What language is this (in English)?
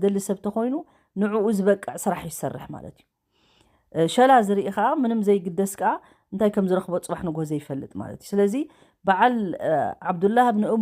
Tigrinya